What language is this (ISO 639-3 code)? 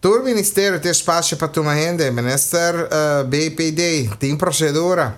pap